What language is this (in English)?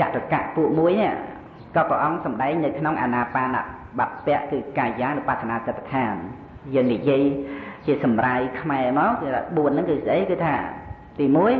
Khmer